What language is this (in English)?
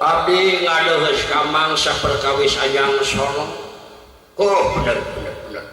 Sundanese